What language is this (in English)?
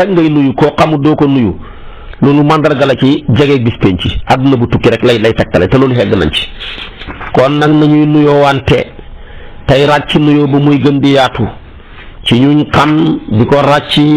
Wolof